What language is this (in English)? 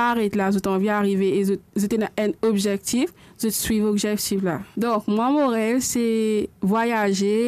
Morisyen